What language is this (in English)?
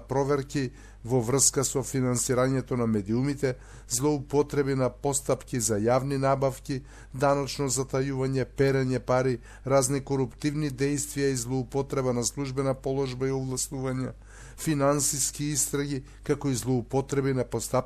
Macedonian